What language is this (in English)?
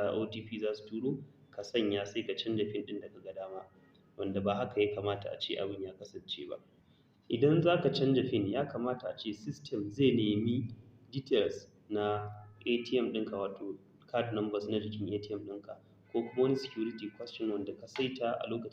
Hausa